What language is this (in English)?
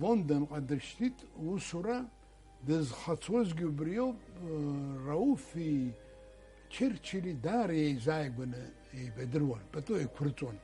Abkhazian